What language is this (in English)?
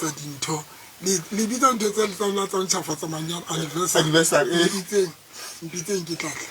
Tswana